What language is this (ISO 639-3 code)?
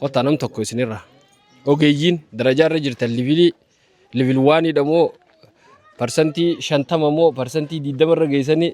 orm